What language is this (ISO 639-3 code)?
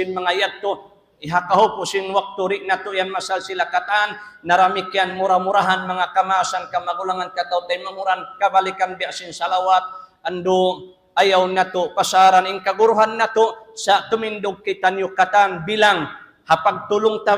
tsg